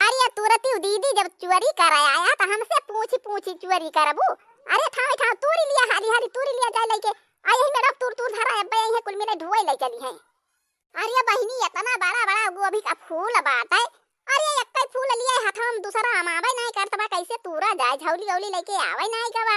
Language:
Awadhi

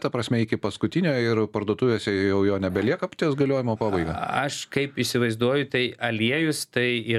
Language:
Lithuanian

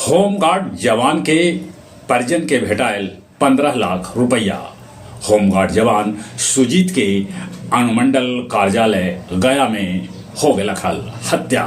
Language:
Magahi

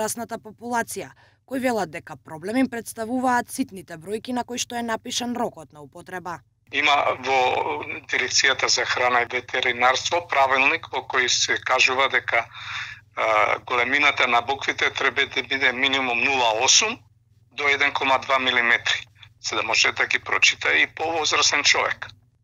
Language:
Macedonian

